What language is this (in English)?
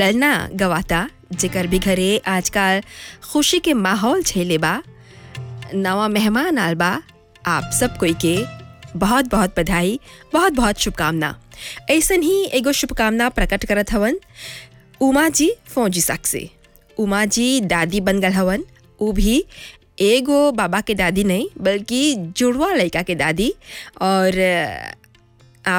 Bhojpuri